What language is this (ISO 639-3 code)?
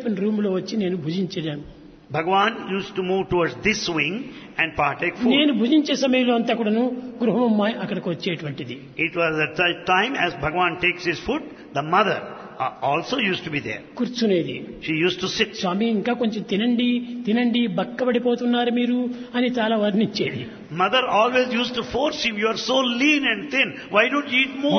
tel